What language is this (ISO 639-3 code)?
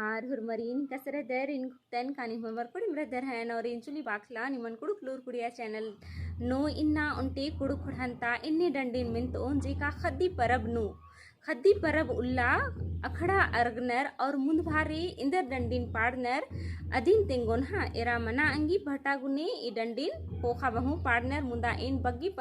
kru